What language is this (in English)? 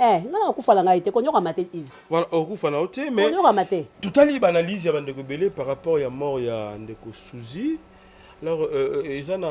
Lingala